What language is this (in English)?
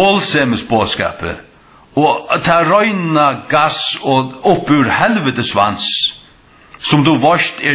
Faroese